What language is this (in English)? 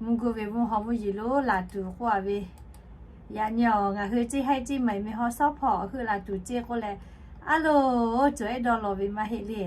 Lahu